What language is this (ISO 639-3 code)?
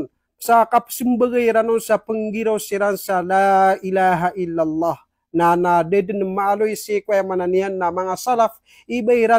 mrw